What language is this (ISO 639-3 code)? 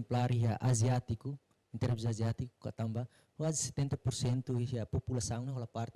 tet